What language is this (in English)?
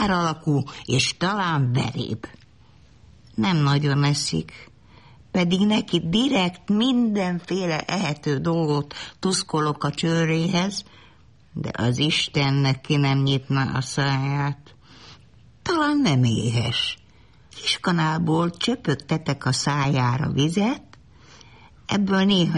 Hungarian